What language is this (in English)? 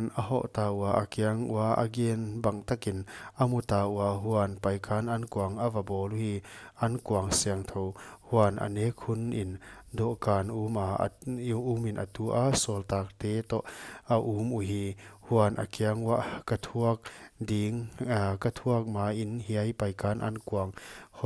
Paite Chin